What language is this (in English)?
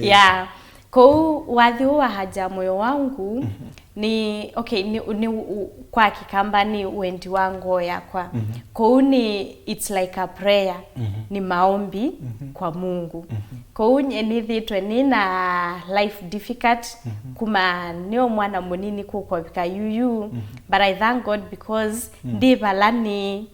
Kamba